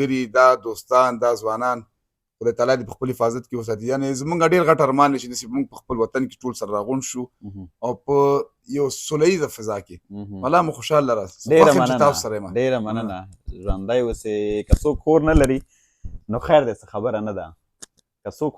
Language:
Pashto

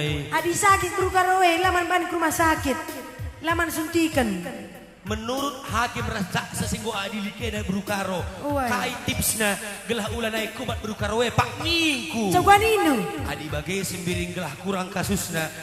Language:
Batak Karo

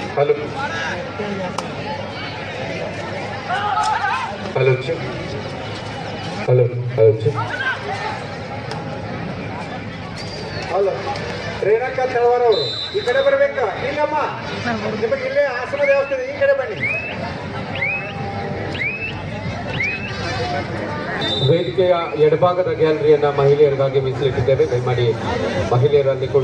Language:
Kannada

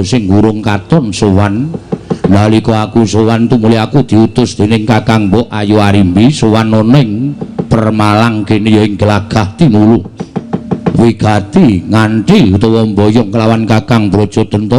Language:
Javanese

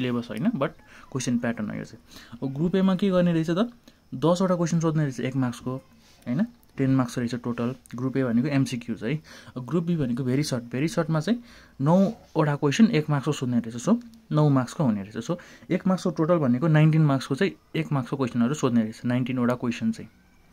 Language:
Nepali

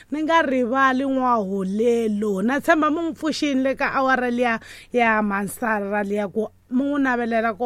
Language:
Tsonga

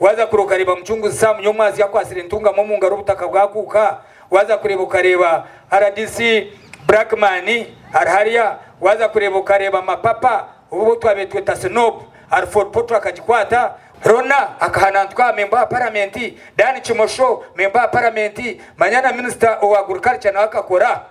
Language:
Nyankole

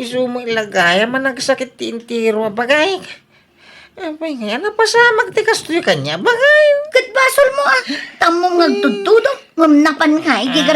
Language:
Iloko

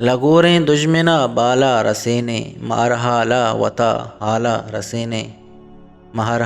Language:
Eastern Balochi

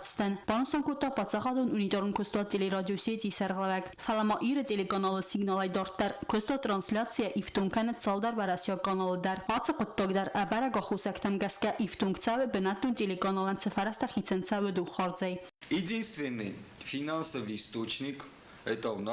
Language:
Ossetic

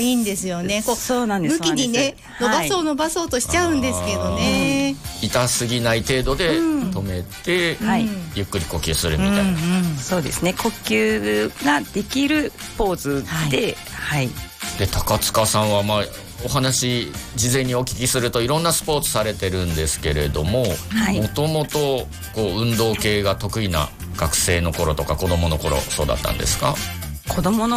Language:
Japanese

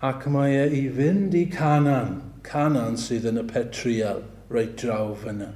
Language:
Welsh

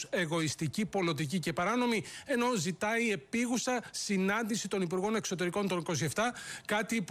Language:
Greek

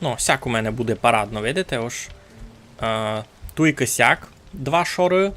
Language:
Rusyn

